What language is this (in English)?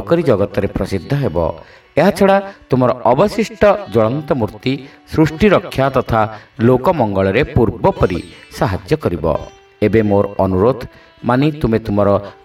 Odia